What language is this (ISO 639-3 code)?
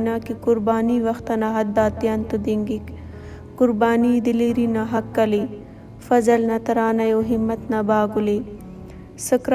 brh